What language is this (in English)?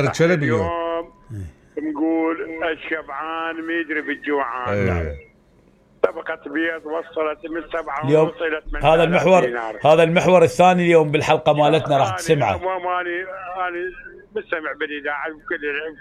Mesopotamian Arabic